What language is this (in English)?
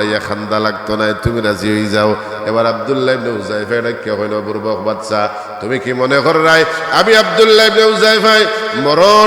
Sylheti